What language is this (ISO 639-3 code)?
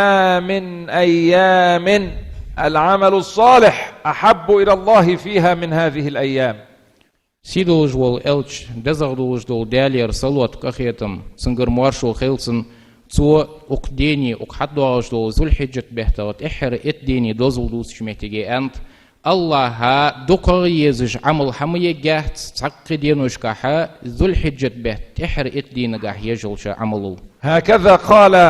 inh